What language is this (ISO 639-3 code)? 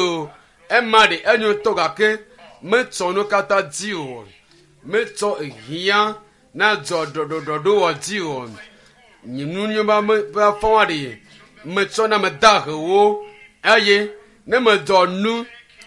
ewe